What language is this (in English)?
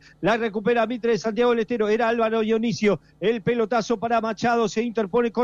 Spanish